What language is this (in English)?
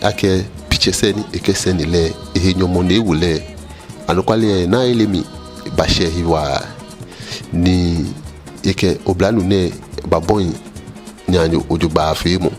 Ga